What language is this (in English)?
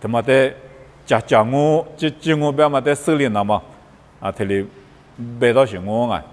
Lisu